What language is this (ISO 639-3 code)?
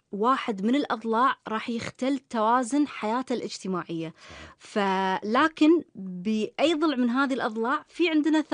afb